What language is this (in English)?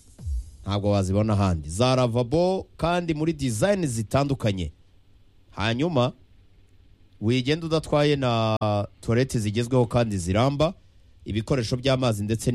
Kinyarwanda